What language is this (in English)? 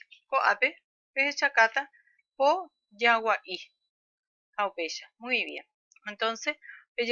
Guarani